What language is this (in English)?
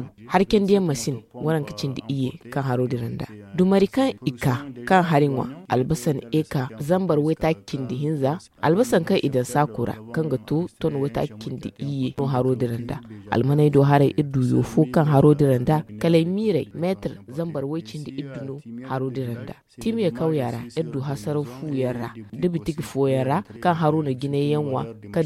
Zarma